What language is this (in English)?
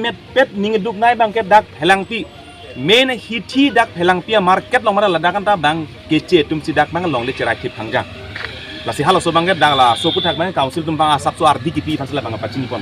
Karbi